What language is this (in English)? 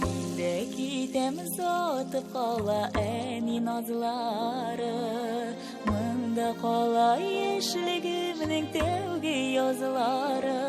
Tatar